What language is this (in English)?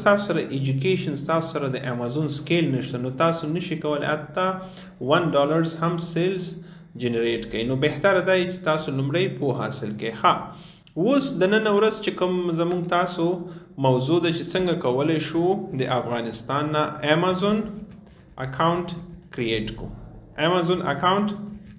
Pashto